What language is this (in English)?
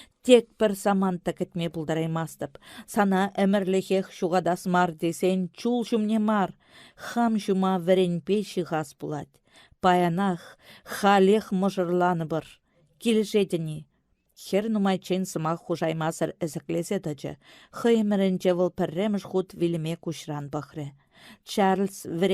Chuvash